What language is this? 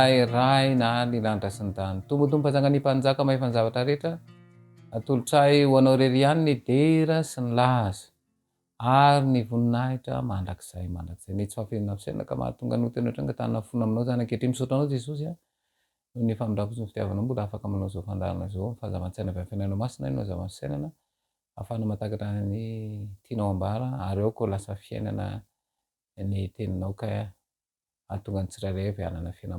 Malagasy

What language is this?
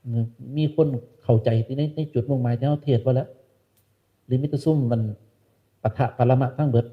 Northeastern Thai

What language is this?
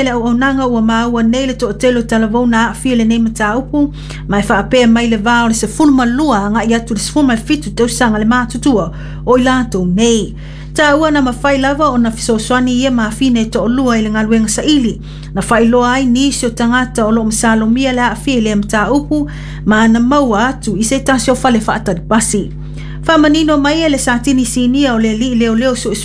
Samoan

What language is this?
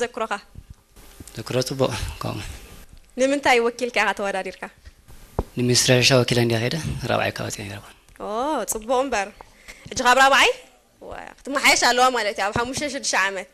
Tigrinya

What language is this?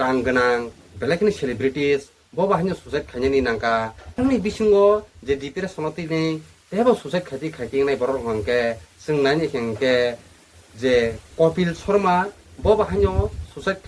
Kok Borok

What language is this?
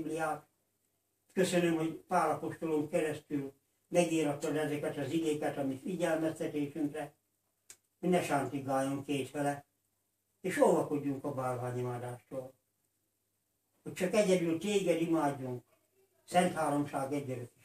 Hungarian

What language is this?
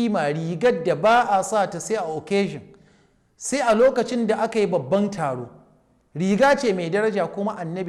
Hausa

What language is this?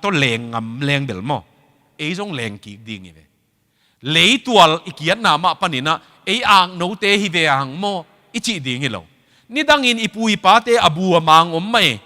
Tedim Chin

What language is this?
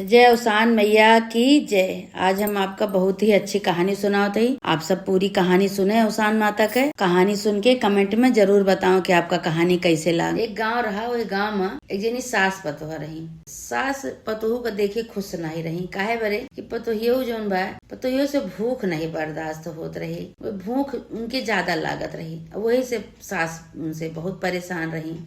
Awadhi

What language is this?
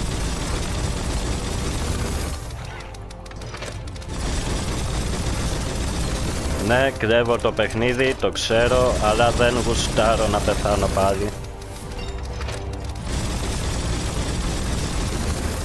Greek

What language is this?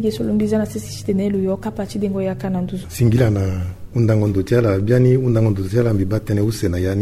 Sango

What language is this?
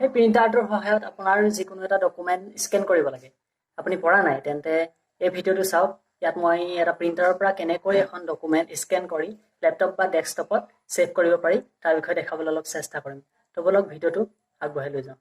Assamese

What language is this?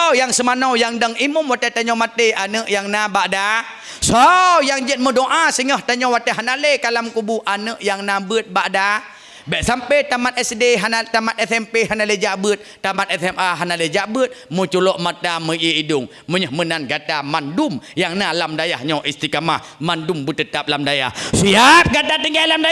Achinese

